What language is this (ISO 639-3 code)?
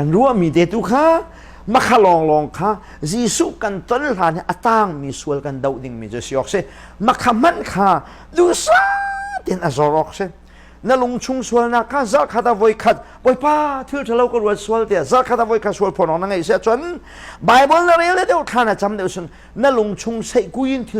cnh